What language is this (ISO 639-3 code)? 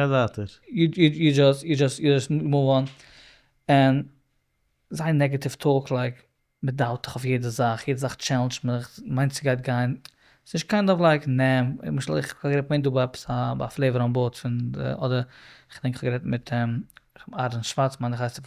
yid